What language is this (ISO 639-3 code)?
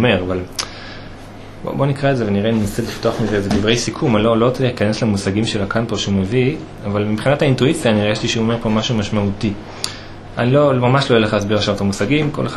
heb